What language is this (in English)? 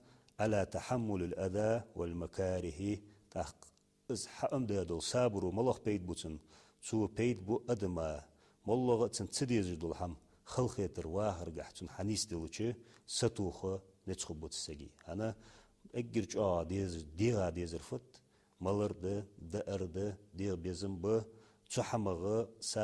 Ingush